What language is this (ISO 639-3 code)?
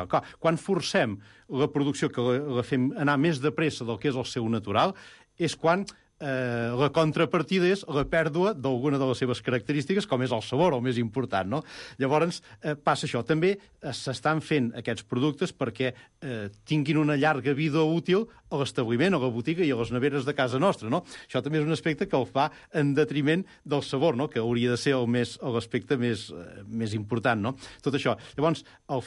cat